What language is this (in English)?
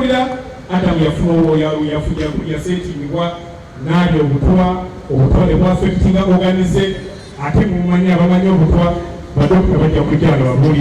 Ganda